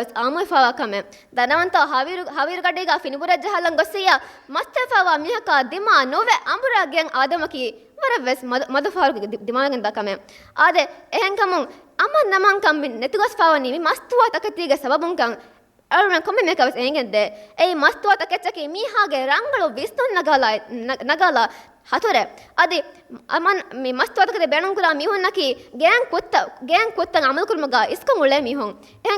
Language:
Divehi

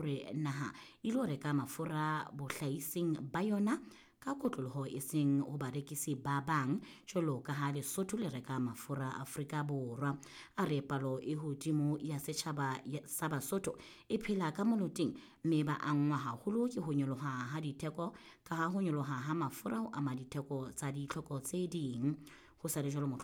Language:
Southern Sotho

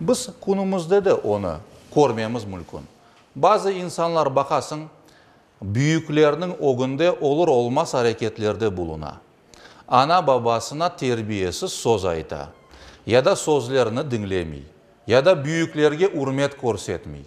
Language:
Crimean Tatar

